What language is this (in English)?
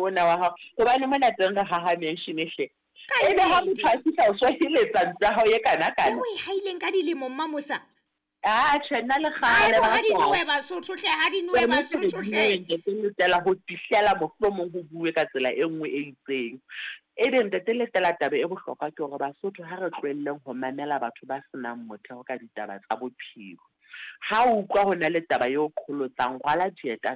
Southern Sotho